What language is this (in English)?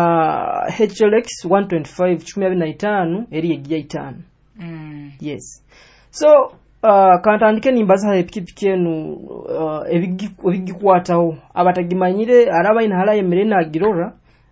Nyoro